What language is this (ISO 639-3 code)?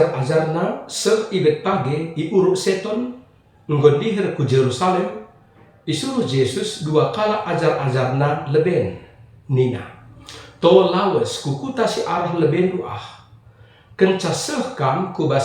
btx